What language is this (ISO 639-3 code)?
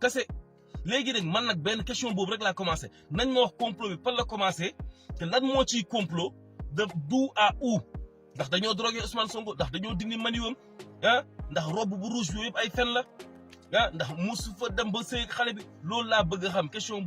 wol